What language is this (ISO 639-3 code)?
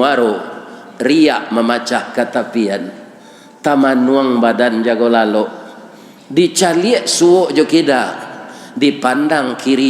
min